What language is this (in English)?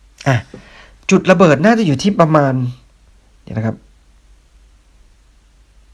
Thai